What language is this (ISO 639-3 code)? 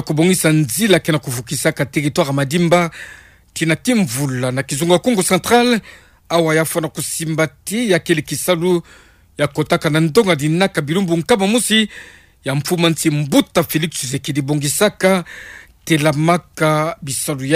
ktu